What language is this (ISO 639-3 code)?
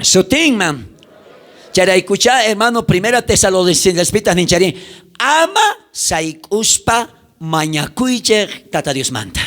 quh